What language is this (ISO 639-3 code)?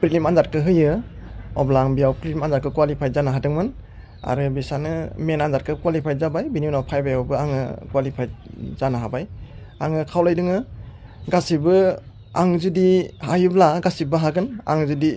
brx